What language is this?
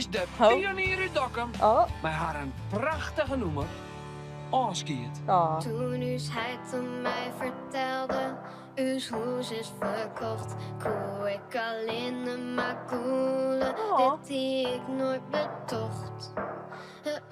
Western Frisian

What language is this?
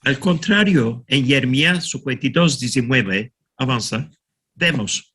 Ladino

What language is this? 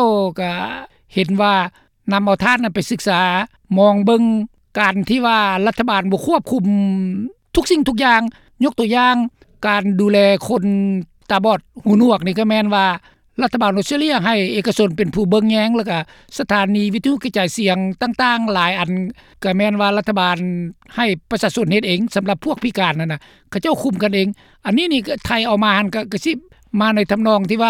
Lao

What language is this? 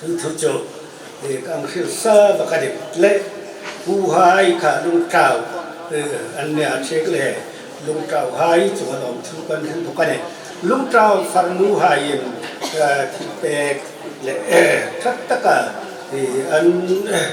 Hmar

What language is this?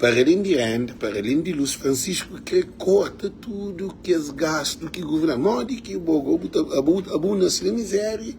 Kabuverdianu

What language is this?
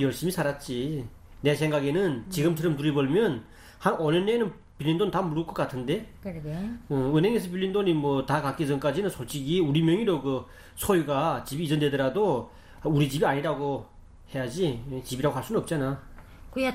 Korean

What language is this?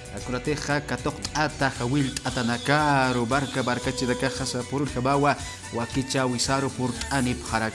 Aymara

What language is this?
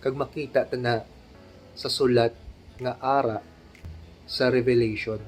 Hiligaynon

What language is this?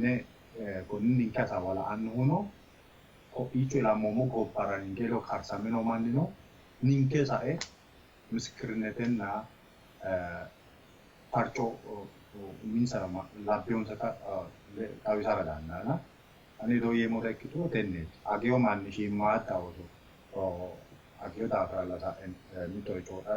Sidamo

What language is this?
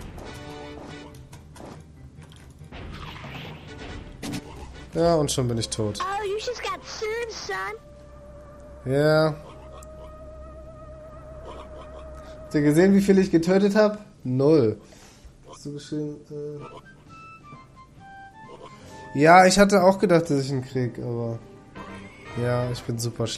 German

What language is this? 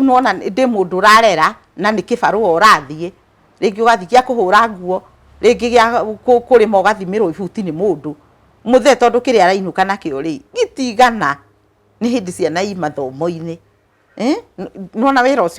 Kikuyu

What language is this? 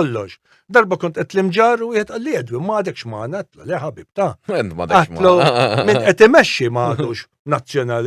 Maltese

